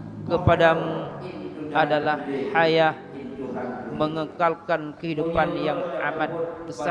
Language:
Achinese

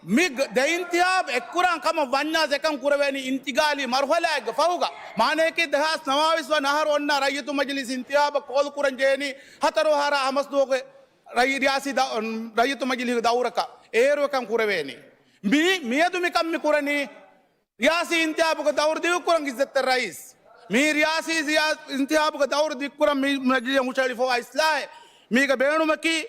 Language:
Divehi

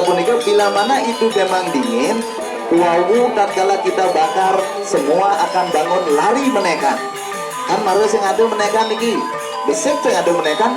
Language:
Balinese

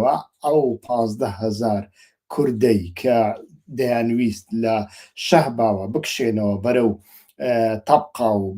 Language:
Central Kurdish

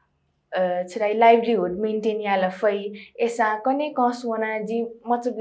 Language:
Newari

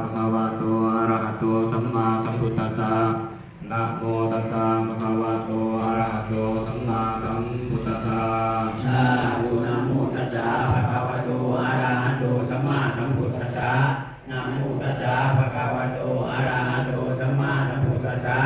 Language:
Pali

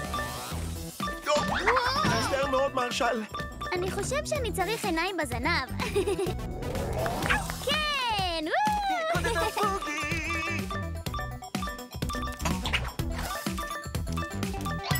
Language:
Hebrew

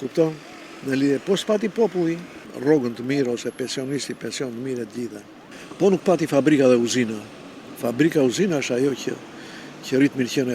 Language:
Albanian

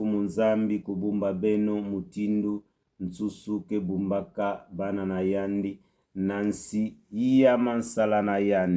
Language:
Kituba (Democratic Republic of Congo)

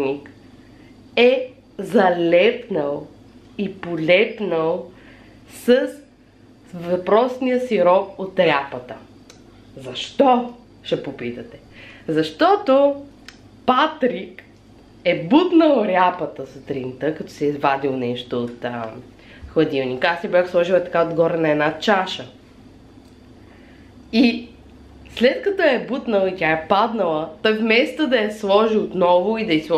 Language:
Bulgarian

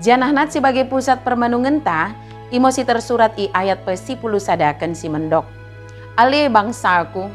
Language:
Batak Dairi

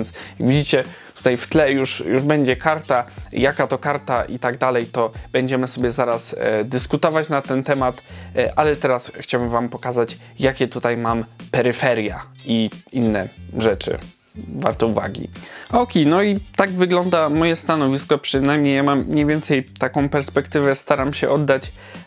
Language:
Polish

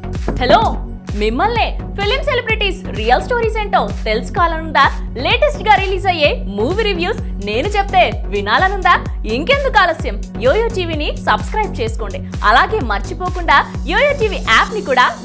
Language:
Telugu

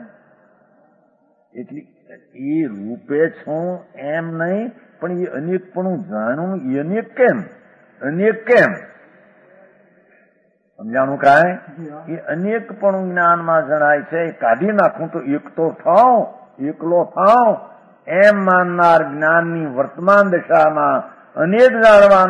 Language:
Gujarati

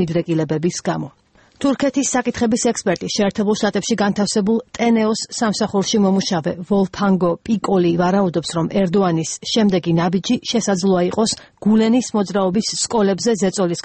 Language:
Georgian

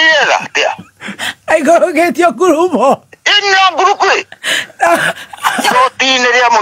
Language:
Kikuyu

